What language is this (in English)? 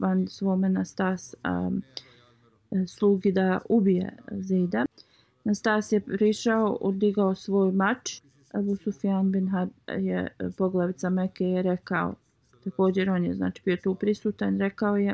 Bosnian